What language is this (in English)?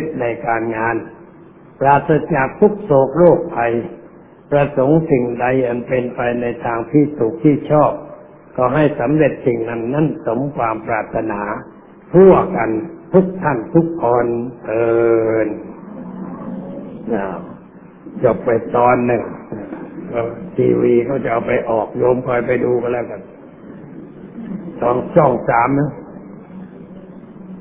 Thai